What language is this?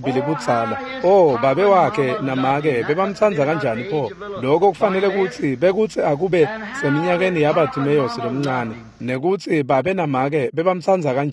Swati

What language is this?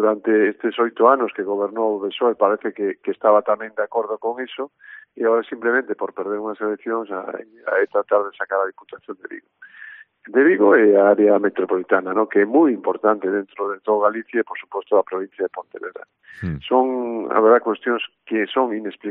Galician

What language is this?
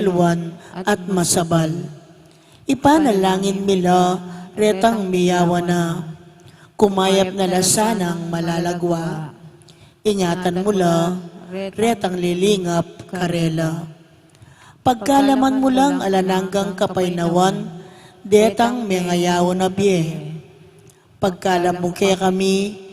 Pampanga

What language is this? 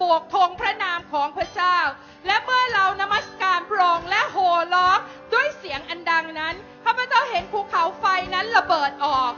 Thai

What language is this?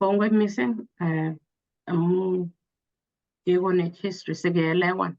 Kalenjin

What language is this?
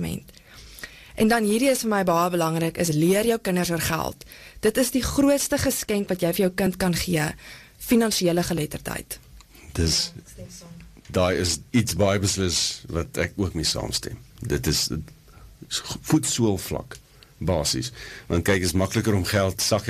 Afrikaans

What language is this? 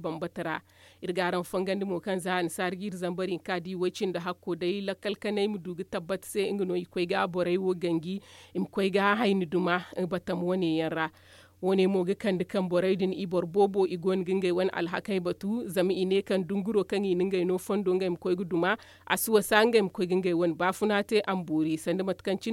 Zarma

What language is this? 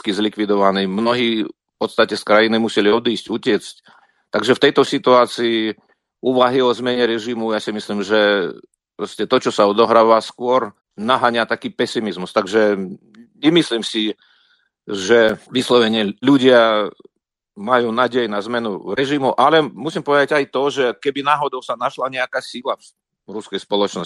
Slovak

